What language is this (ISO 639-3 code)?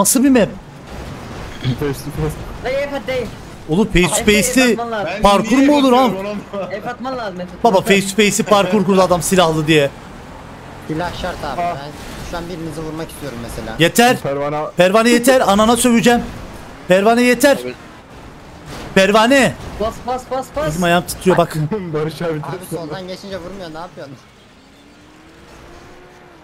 tur